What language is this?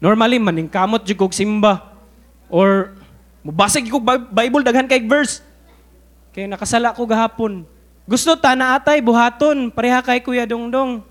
Cebuano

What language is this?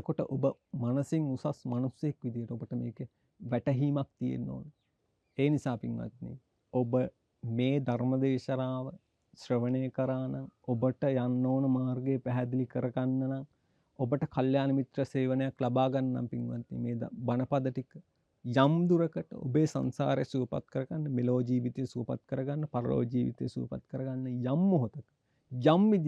Sinhala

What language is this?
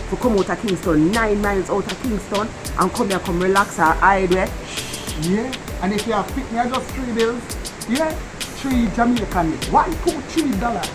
Jamaican Creole English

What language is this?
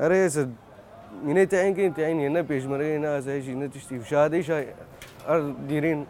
Central Kurdish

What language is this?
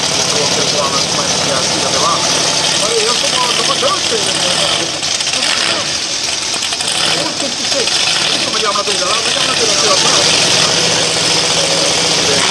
Swedish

